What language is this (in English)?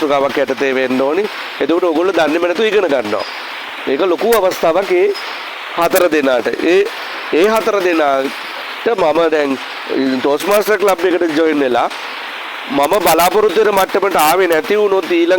Sinhala